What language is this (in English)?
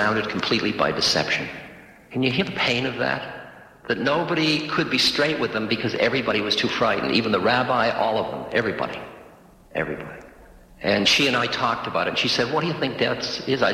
English